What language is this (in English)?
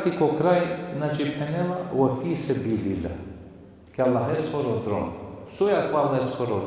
Balkan Romani